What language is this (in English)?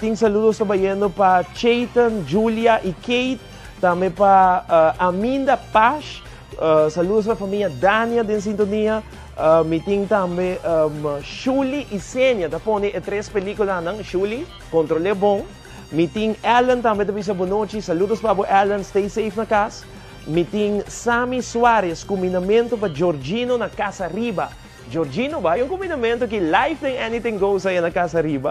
Papiamento